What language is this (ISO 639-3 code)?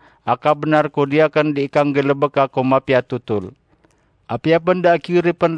mrw